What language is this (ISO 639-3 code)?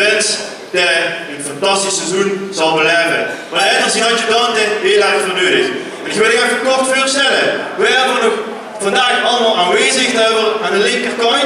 lim